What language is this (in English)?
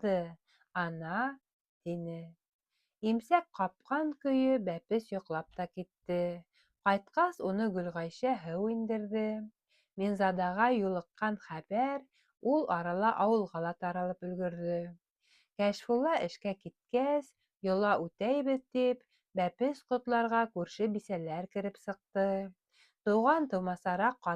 Bashkir